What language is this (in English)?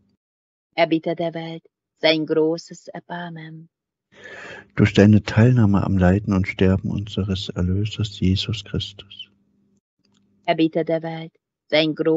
German